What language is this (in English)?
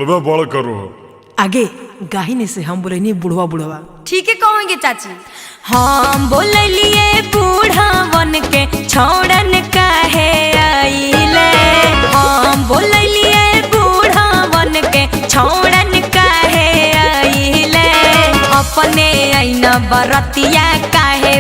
Magahi